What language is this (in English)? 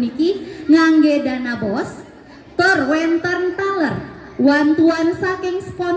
Balinese